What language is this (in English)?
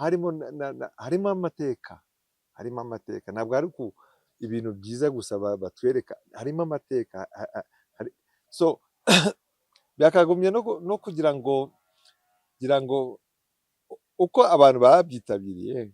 Kinyarwanda